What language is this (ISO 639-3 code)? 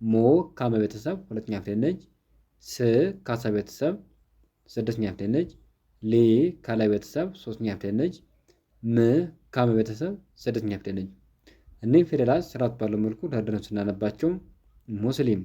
amh